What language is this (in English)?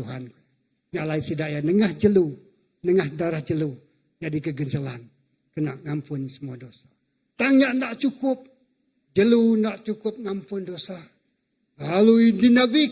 Iban